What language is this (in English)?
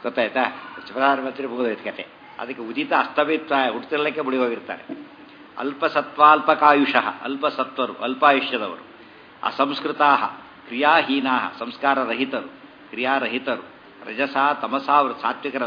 Kannada